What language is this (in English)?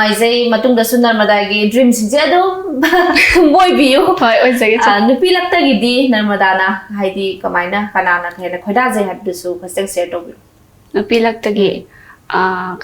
Manipuri